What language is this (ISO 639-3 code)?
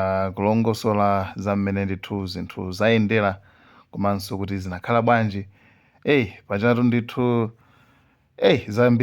nya